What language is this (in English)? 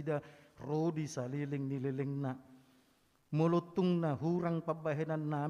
Batak Toba